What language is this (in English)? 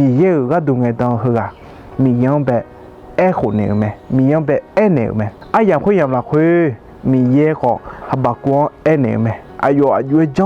Akha